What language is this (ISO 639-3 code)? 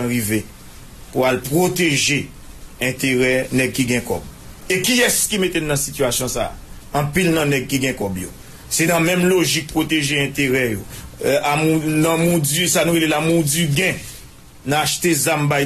hat